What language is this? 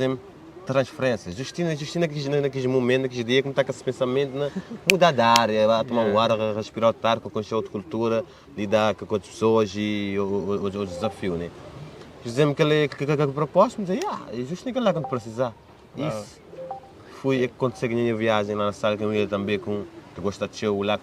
Kabuverdianu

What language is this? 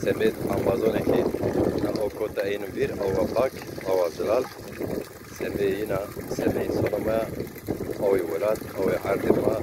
Zaza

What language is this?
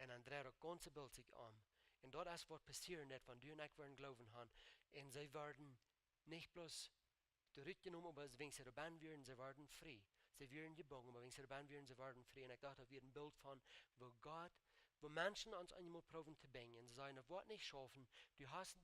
Plautdietsch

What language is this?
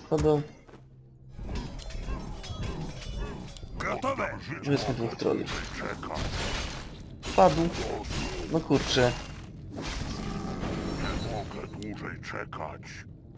Polish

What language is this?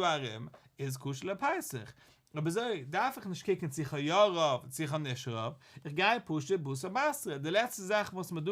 Yiddish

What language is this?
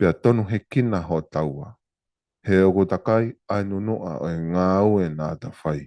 Tongan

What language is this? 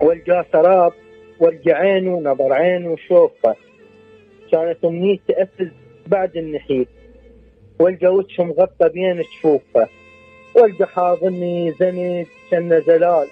Mesopotamian Arabic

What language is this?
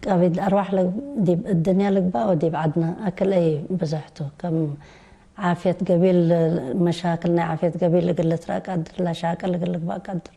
Tigre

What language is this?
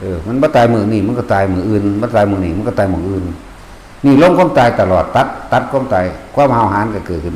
Northeastern Thai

